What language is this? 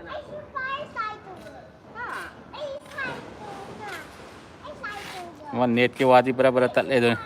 Manipuri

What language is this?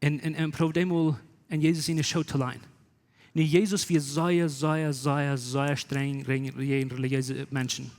Plautdietsch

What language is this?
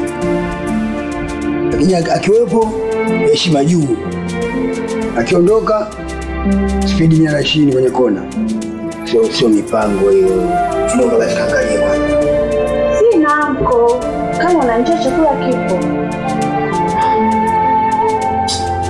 Swahili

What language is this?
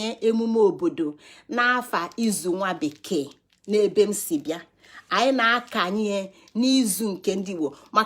Igbo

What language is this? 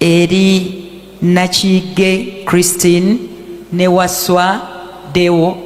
Ganda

